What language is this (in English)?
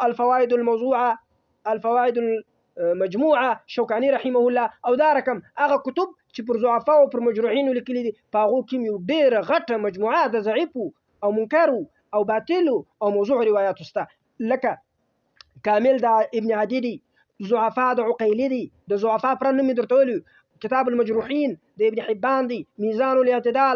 Pashto